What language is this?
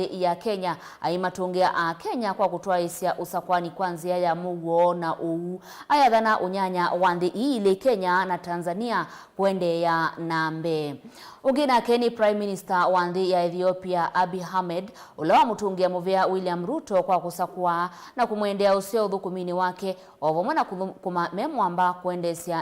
Kamba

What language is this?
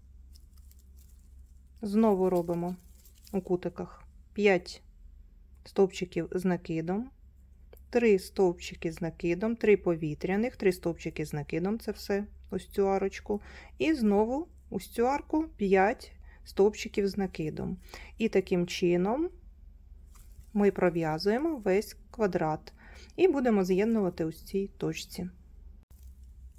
Ukrainian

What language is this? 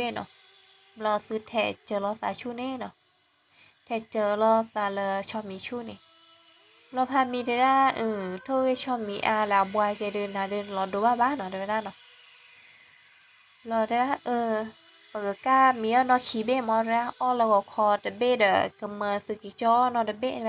S'gaw Karen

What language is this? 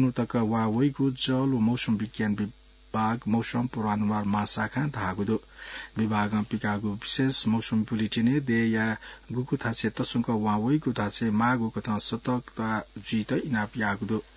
Newari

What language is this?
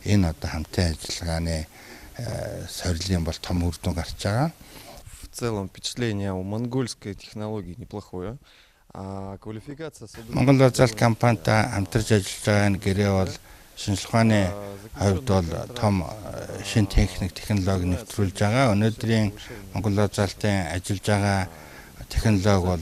Mongolian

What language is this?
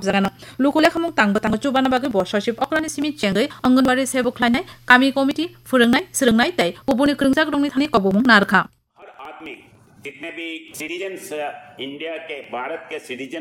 Kok Borok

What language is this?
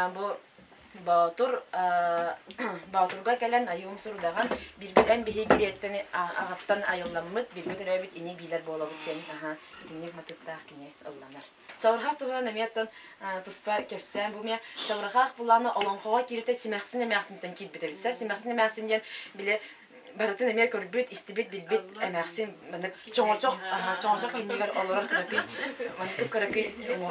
Yakut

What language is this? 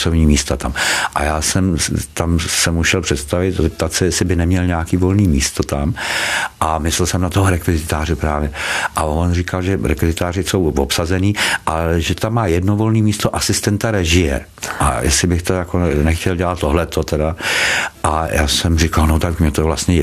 Czech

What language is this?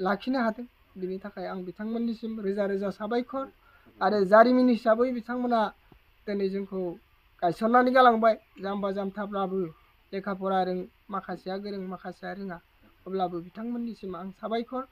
Bodo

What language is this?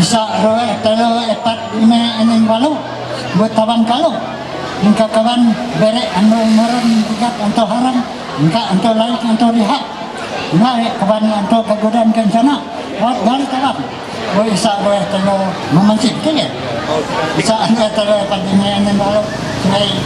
Ma'anyan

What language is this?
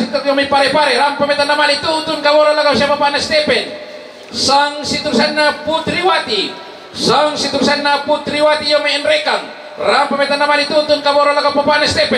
Toraja-Sa'dan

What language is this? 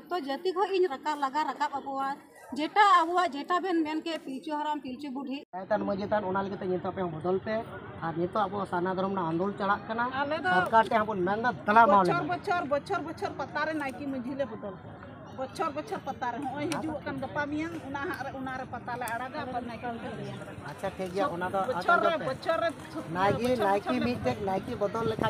Santali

